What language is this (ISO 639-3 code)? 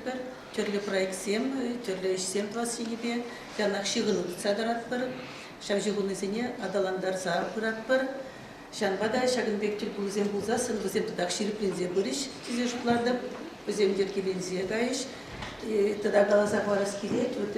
chv